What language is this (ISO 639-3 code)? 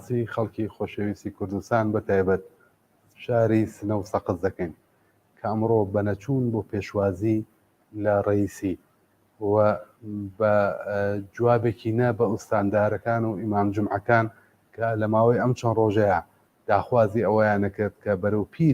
ckb